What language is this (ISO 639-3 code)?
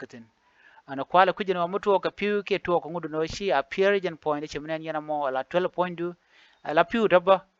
nus